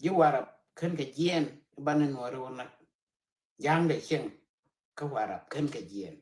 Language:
Nuer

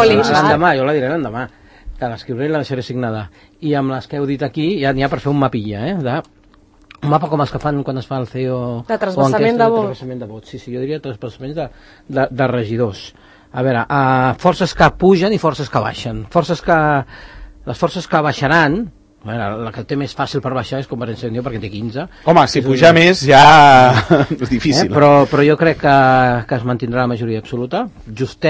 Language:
Catalan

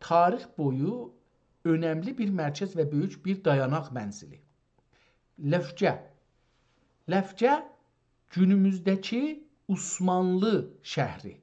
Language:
South Azerbaijani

